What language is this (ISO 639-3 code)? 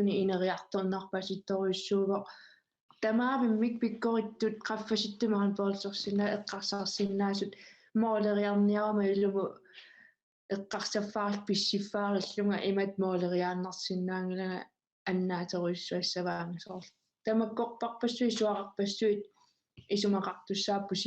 kal